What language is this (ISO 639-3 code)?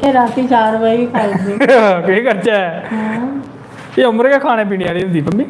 doi